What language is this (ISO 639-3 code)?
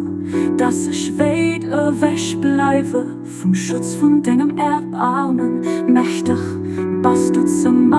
ltz